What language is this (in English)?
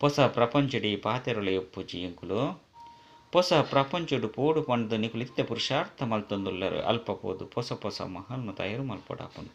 Tulu